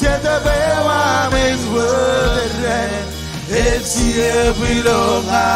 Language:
Marshallese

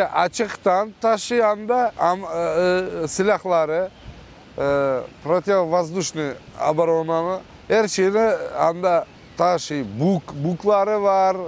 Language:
Crimean Tatar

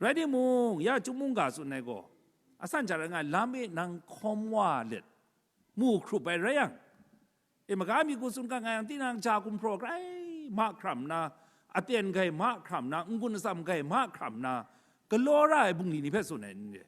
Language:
Kachin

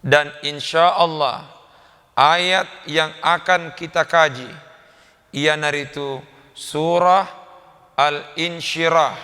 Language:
Buginese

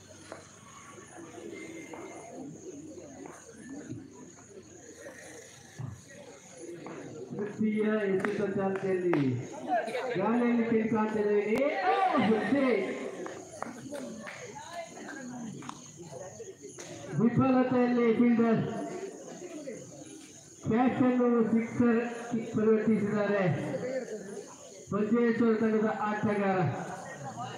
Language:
Kannada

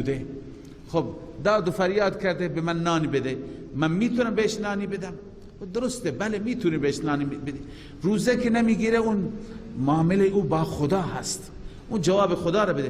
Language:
Persian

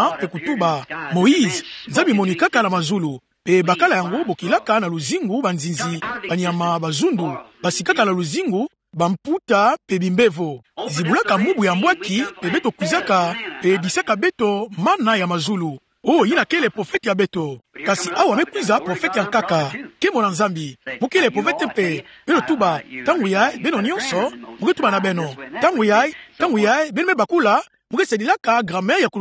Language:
Kituba (Democratic Republic of Congo)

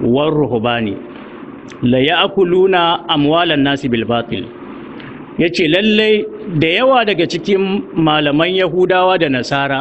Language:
Hausa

